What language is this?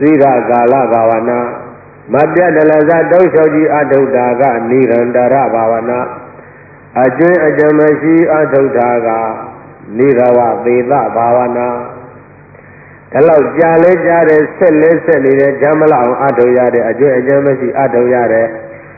Burmese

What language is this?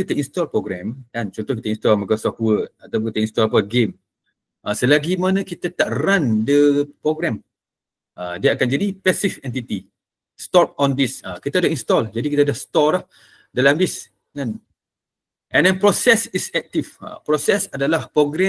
Malay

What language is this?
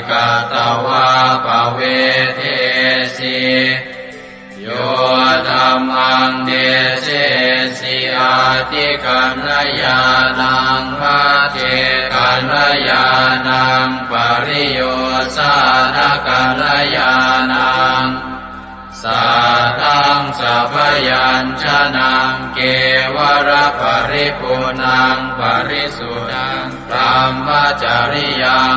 Pali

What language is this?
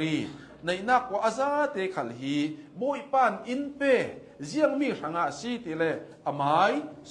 Hakha Chin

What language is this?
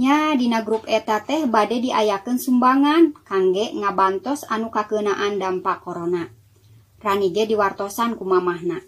Sundanese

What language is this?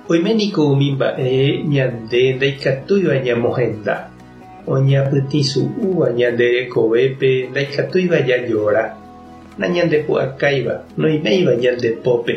Guarani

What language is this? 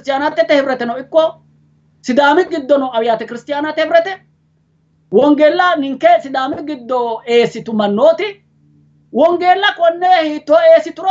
Sidamo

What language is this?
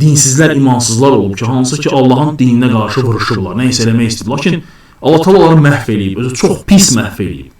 Azerbaijani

